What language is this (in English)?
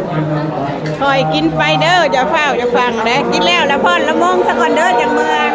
Lao